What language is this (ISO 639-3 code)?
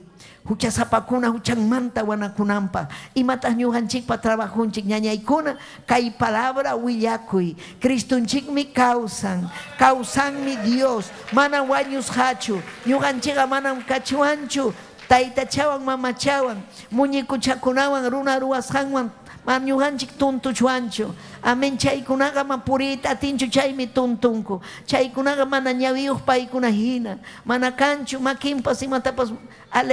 quy